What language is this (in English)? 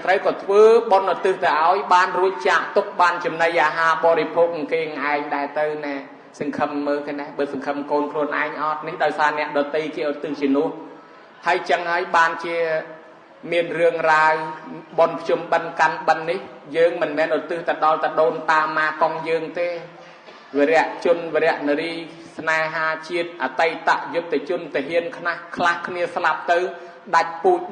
Khmer